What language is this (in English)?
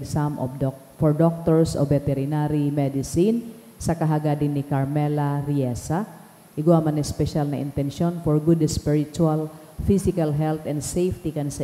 Bikol